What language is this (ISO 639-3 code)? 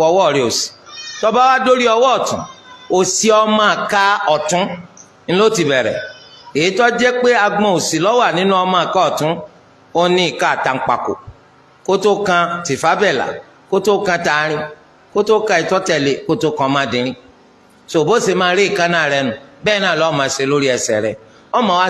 yor